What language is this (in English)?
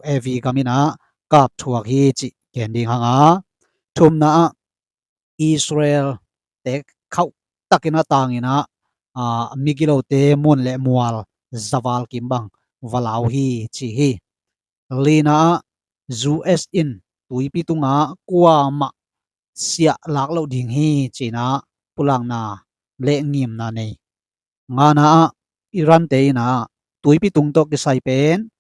Tedim Chin